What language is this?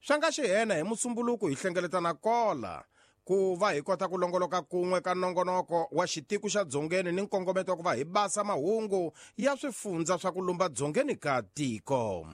Tsonga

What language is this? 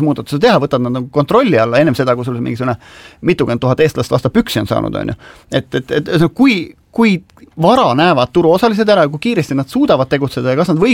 Estonian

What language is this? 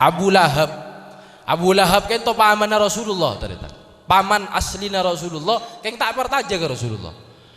Madurese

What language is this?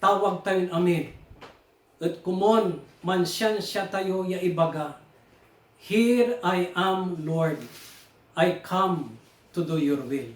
Pangasinan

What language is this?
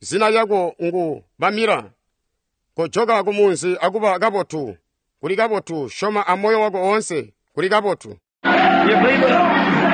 Tonga (Zambia)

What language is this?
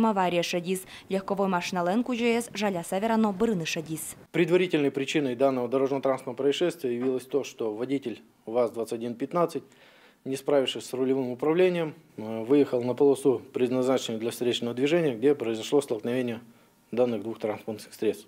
Udmurt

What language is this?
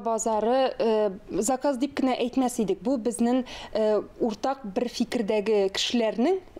Tatar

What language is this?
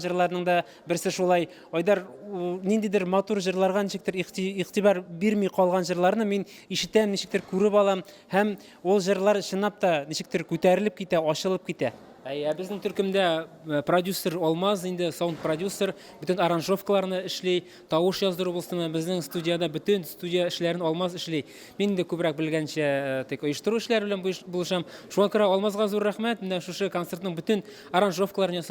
Tatar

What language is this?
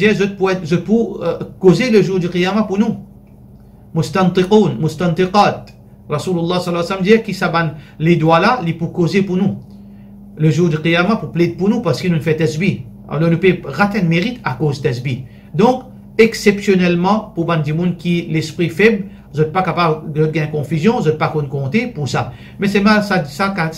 Morisyen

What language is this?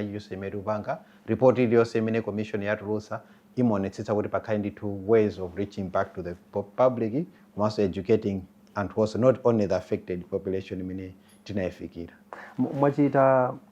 Nyanja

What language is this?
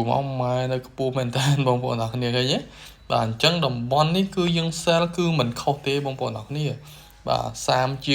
Khmer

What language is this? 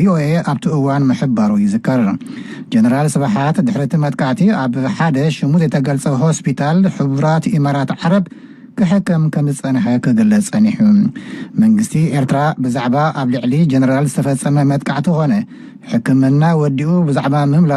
Tigrinya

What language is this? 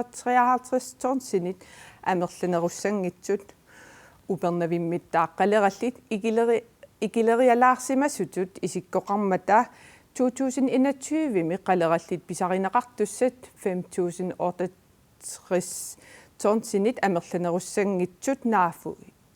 Kalaallisut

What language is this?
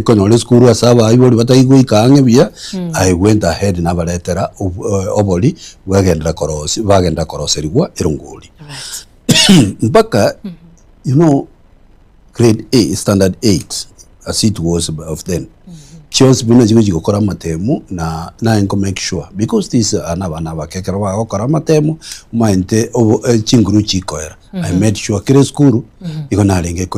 Gusii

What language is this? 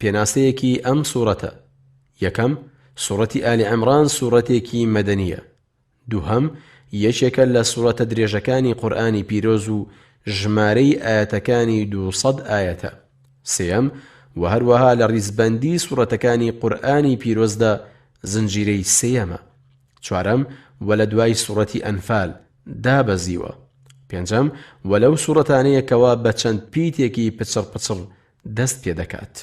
Central Kurdish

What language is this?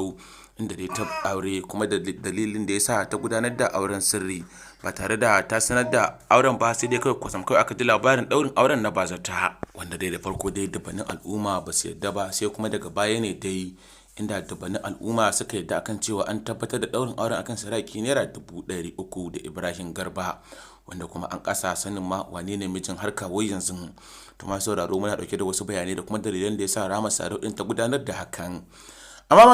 Hausa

